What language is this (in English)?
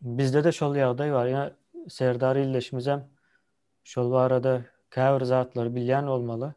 Turkmen